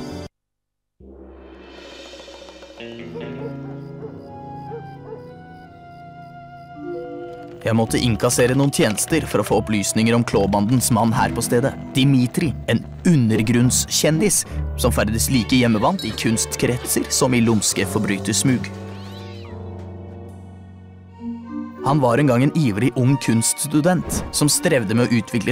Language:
Norwegian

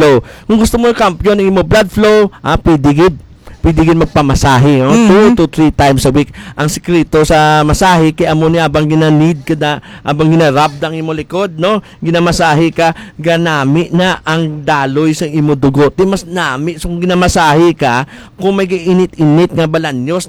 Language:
Hiligaynon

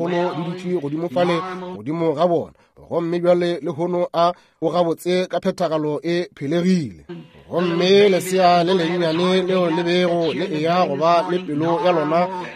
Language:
Northern Sotho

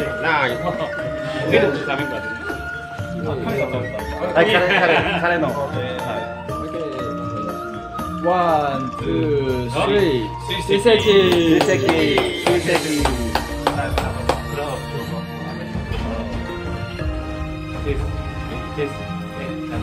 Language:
Indonesian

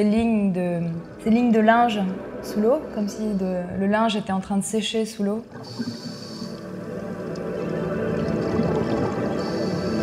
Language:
French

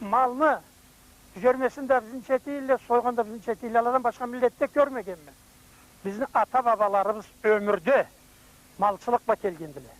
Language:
Karachay-Balkar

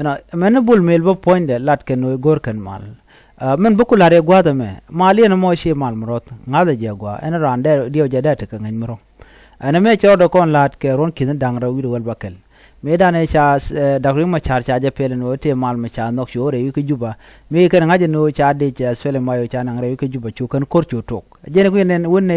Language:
Nuer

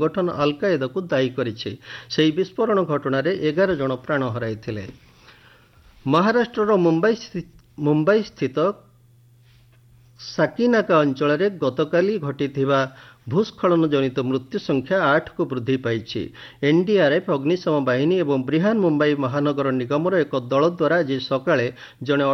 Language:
Odia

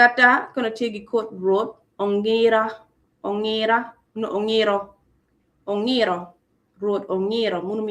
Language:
Acoli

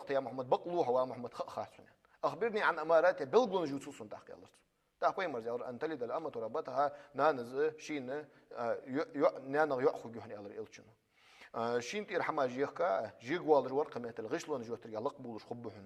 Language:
Ingush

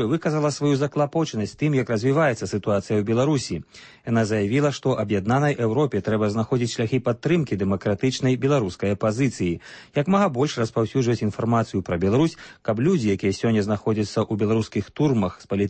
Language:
Belarusian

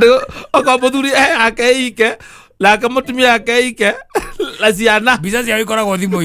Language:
Kikuyu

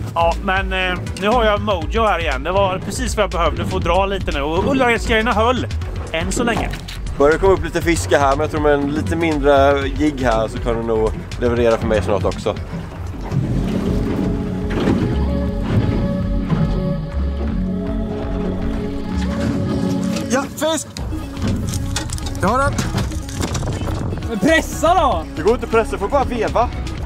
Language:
Swedish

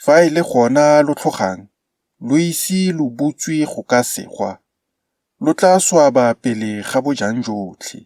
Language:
Tswana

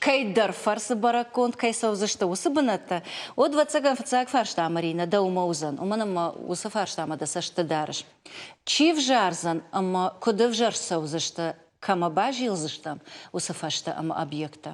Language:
Ossetic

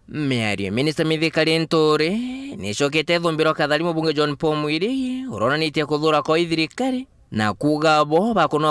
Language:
Meru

